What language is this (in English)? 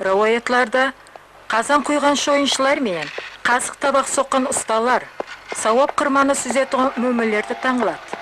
Kara-Kalpak